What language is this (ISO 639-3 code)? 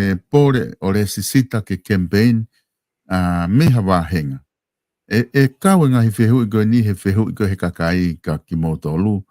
ton